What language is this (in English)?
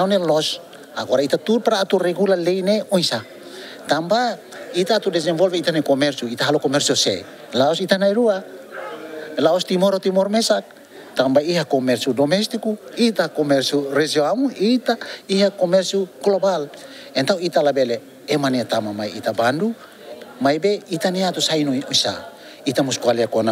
Tetum